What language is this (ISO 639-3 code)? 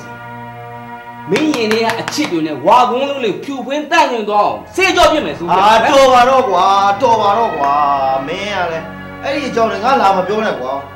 mya